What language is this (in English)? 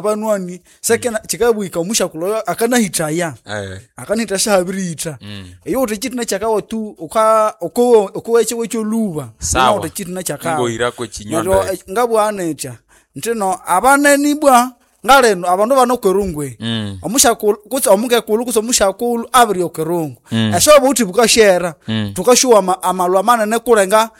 Nande